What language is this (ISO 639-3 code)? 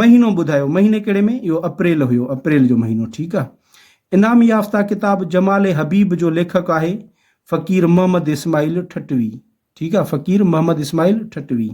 snd